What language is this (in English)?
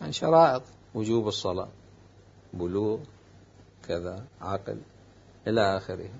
Mesopotamian Arabic